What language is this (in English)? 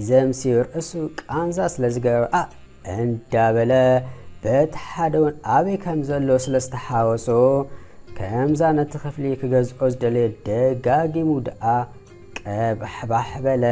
Tigrinya